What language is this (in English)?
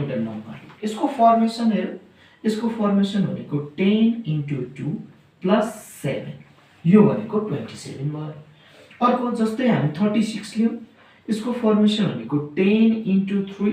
Nepali